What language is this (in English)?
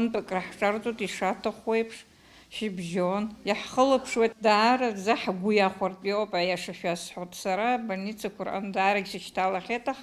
Abkhazian